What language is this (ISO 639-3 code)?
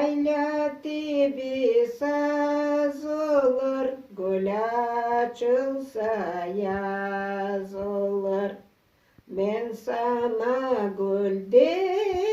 crh